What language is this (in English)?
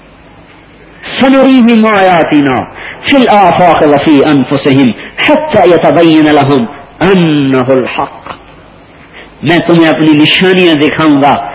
Urdu